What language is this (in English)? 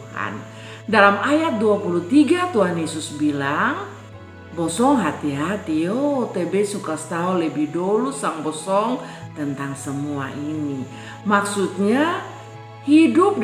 Kupang Malay